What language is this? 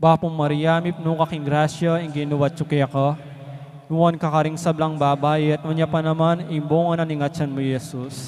Pampanga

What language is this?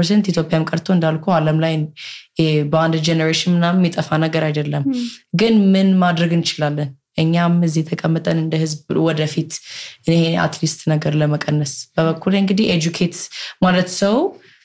Amharic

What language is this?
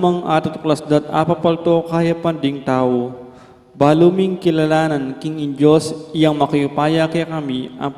Pampanga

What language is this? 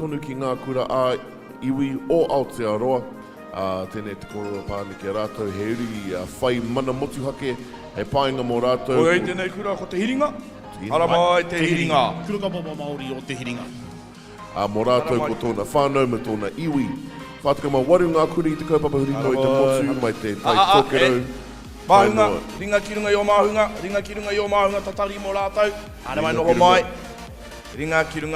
Māori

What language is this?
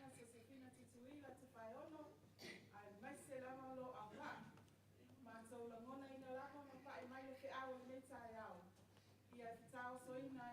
Samoan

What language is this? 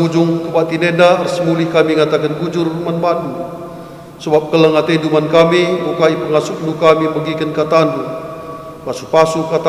Batak Karo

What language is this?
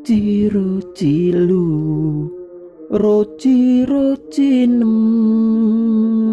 Javanese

